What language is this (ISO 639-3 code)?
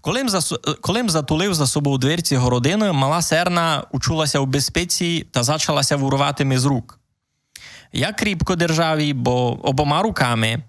rue